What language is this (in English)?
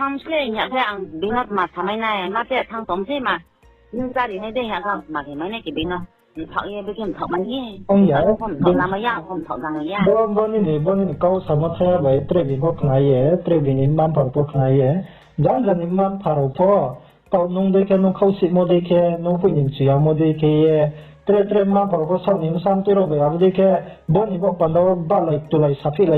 Riang (India)